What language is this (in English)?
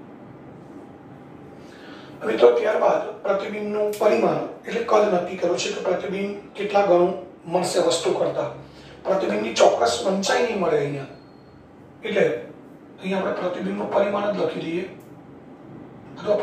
Gujarati